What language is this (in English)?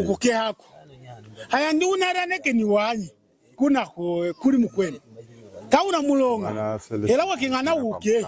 Lunda